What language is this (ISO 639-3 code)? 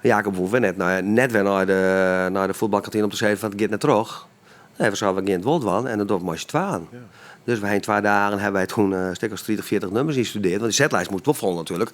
fry